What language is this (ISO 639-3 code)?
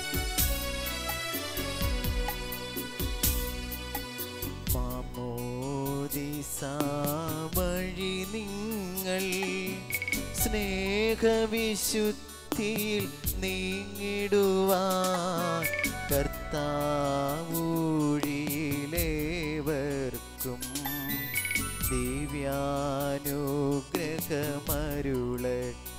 mal